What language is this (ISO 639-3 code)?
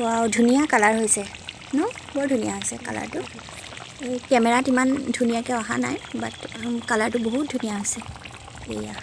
asm